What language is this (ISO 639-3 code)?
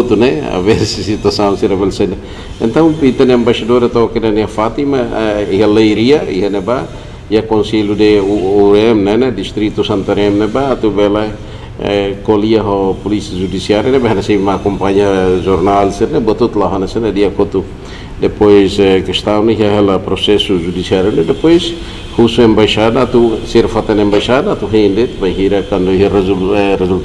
tet